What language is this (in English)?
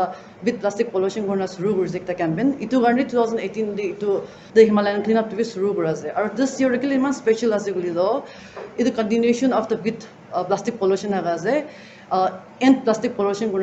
Naga Pidgin